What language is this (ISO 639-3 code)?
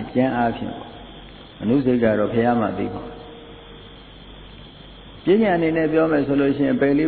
mya